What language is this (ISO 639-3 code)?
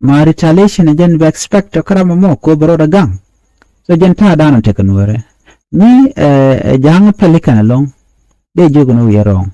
nus